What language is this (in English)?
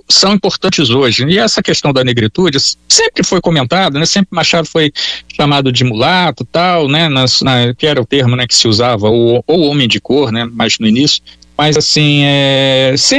Portuguese